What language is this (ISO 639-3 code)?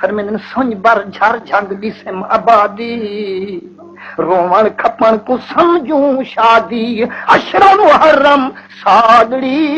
skr